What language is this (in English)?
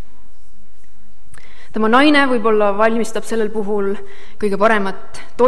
Estonian